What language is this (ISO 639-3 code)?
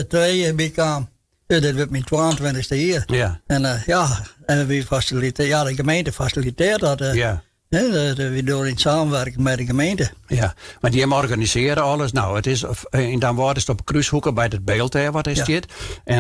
fry